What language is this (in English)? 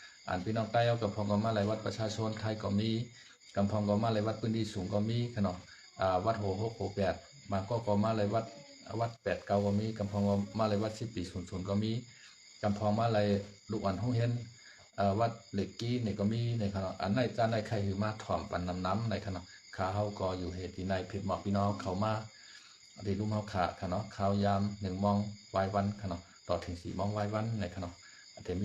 Shan